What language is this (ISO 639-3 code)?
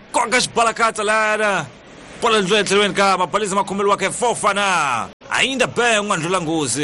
tso